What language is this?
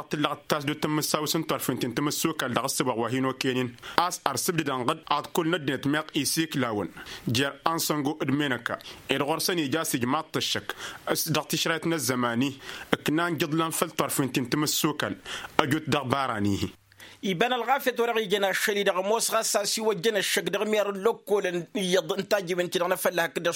Tamasheq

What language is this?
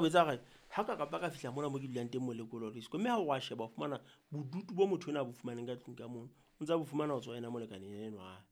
Southern Sotho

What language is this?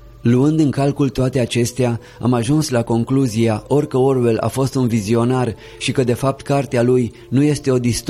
Romanian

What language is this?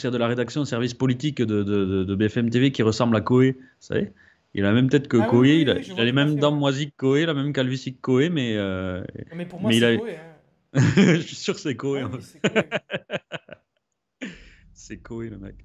French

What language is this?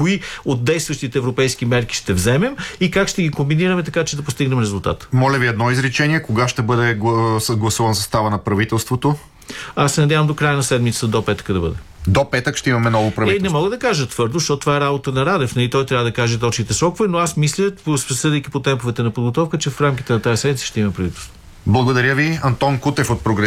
Bulgarian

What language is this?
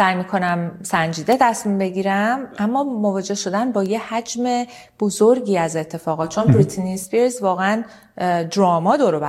Persian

